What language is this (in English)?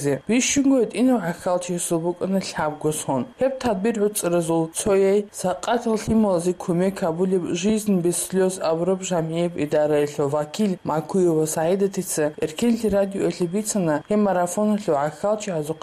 Avaric